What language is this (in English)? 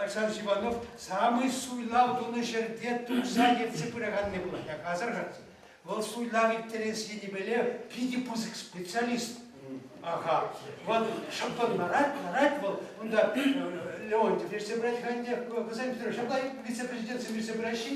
Chuvash